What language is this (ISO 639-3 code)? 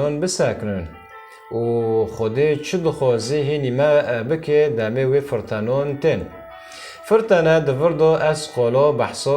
kur